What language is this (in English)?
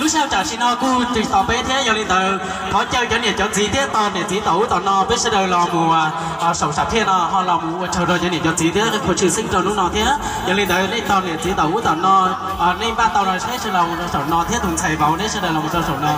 Hmong